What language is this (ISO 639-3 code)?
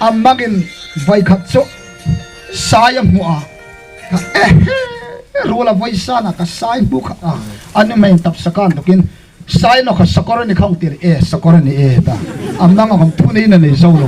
hmr